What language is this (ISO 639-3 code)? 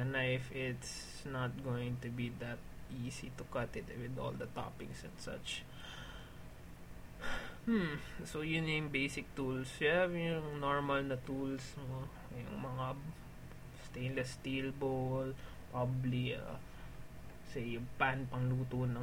fil